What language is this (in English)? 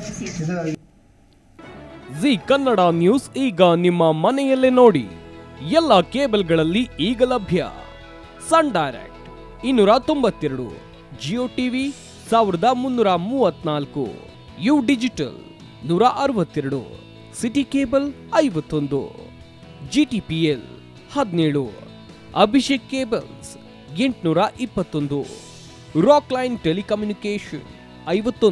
Kannada